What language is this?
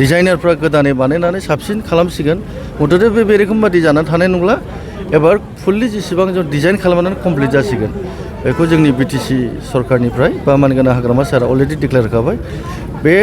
Bodo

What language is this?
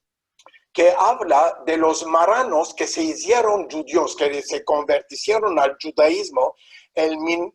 Ladino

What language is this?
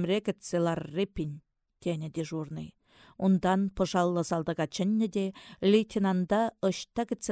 Chuvash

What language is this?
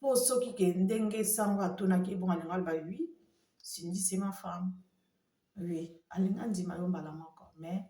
Lingala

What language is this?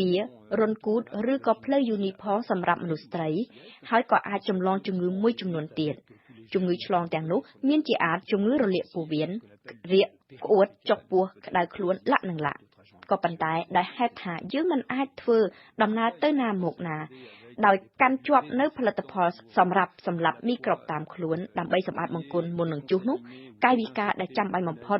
Khmer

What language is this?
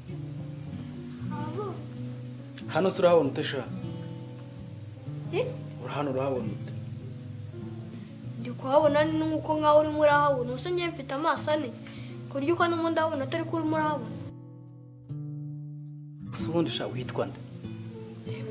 Kinyarwanda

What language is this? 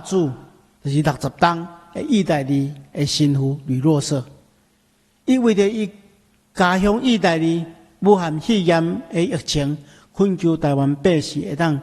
Min Nan Chinese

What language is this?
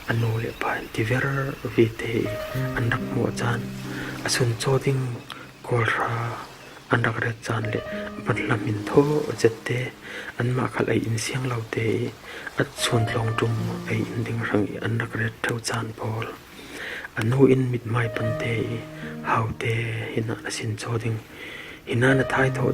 Falam Chin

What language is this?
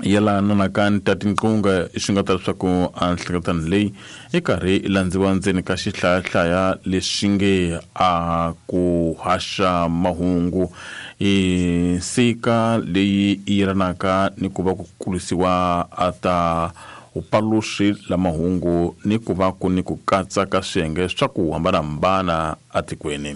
Tsonga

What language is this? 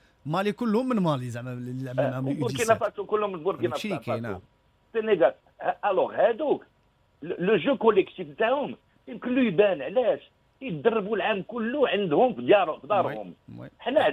Moroccan Arabic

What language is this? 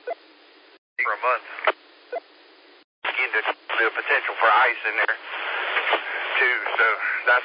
English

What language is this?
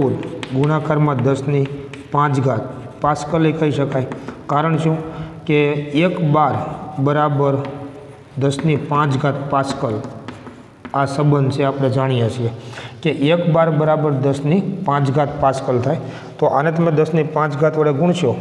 Gujarati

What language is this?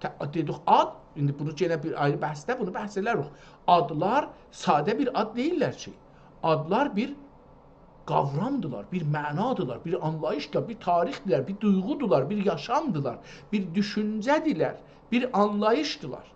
South Azerbaijani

